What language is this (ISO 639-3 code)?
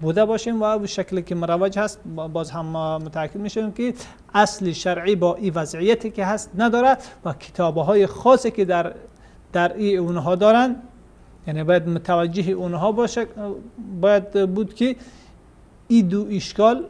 fas